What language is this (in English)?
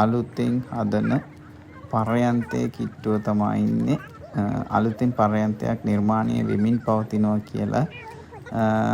Sinhala